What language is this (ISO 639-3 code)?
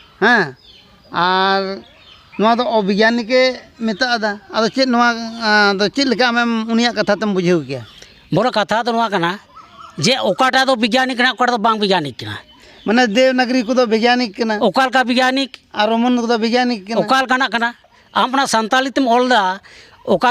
sat